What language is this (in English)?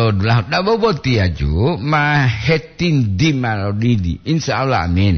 Gorontalo